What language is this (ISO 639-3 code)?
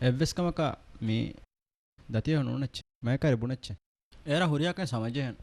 div